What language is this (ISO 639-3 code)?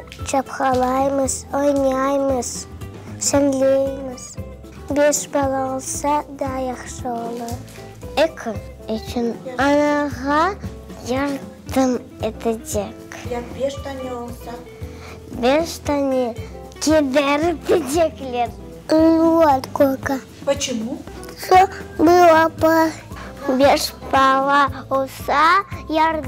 crh